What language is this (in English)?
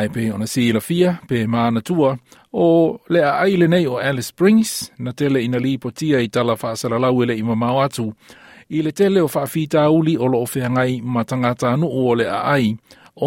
Samoan